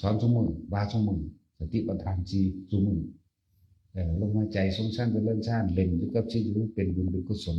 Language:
Northeastern Thai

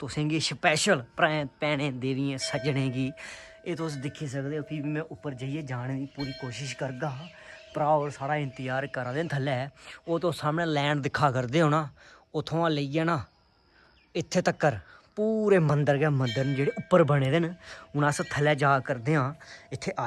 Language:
Dogri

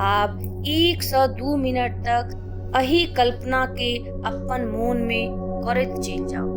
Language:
Maithili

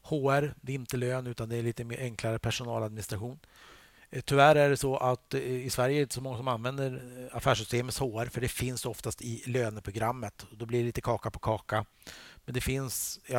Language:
Swedish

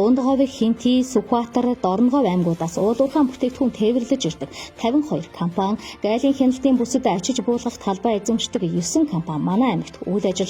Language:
Mongolian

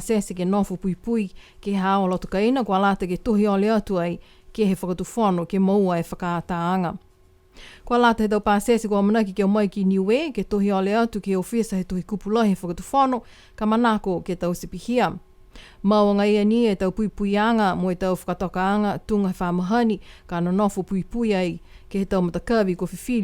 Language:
Niuean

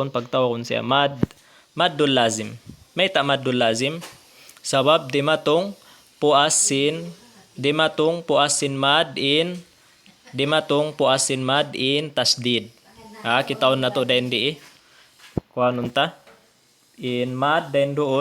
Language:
Tausug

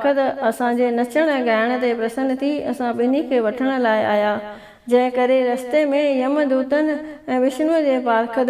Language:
Sindhi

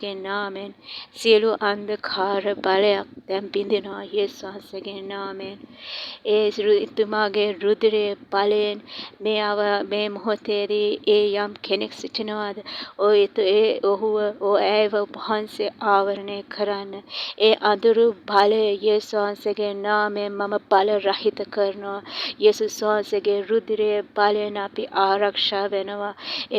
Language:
Sinhala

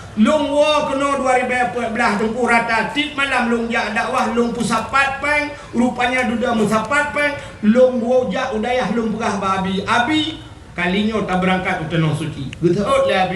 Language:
Achinese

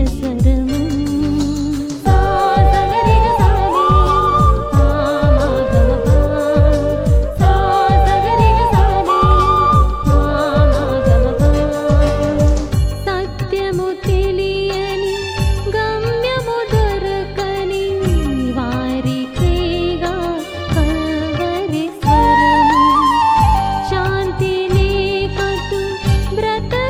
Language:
Telugu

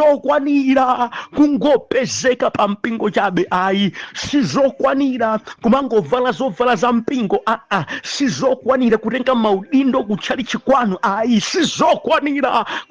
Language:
Nyanja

